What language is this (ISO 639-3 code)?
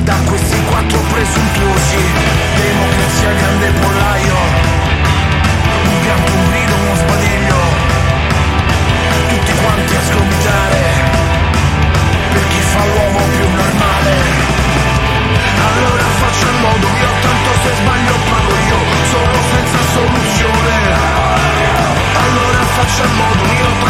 ita